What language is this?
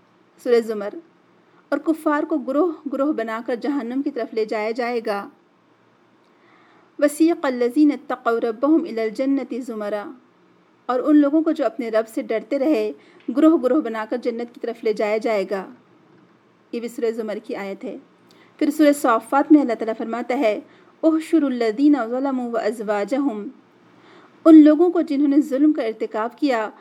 Urdu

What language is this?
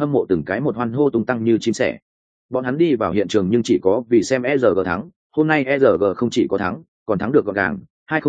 Vietnamese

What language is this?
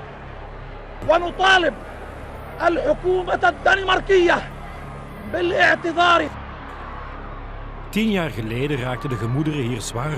Dutch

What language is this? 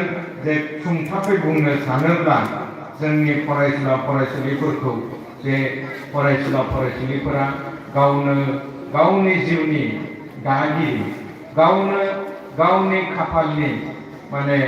Bodo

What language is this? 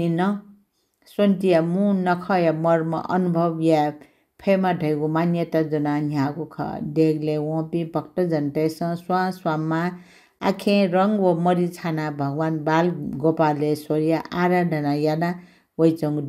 Newari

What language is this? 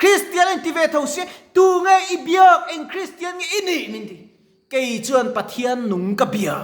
Mizo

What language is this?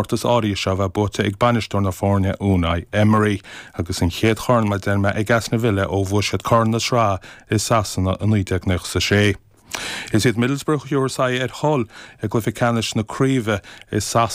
Irish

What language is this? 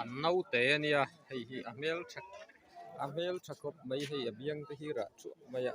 Mizo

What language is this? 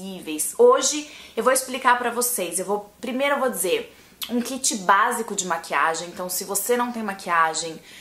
Portuguese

